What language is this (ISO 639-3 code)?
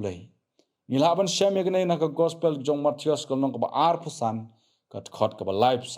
kha